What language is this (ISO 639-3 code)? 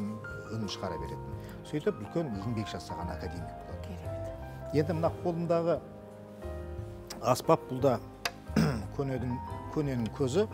kaz